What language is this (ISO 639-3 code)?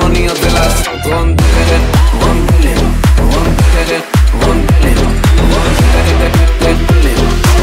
heb